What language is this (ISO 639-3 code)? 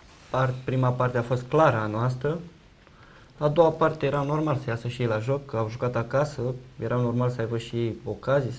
ron